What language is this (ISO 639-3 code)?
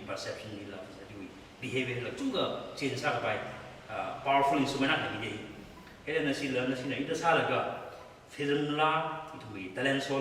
nmf